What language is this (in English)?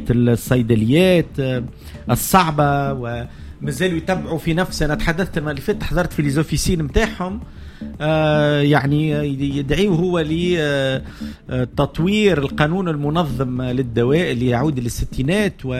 Tunisian Arabic